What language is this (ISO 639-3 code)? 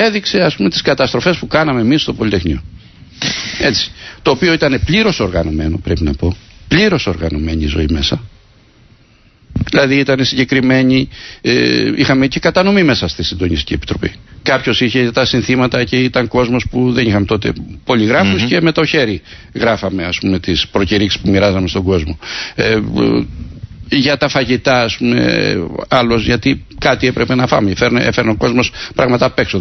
ell